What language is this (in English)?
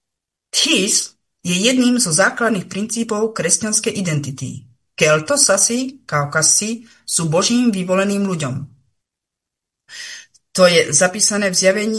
Slovak